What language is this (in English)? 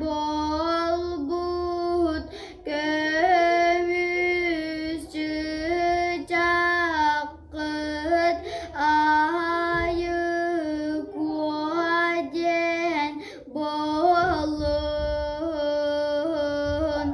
Yakut